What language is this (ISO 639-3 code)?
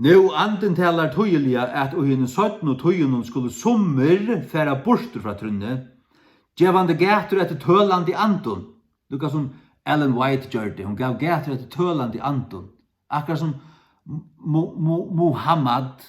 fao